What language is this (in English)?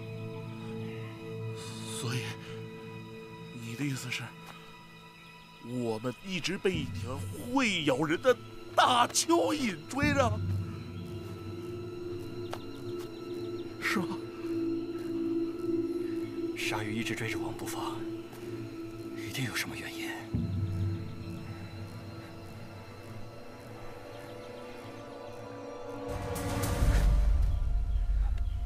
Chinese